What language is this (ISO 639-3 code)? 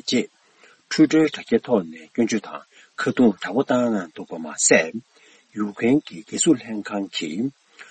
bod